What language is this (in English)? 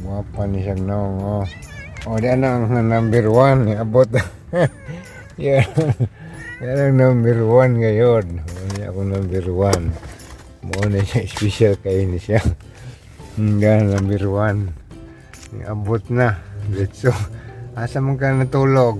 Cebuano